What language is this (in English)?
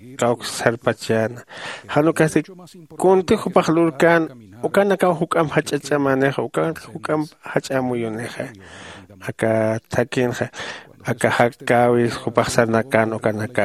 Aymara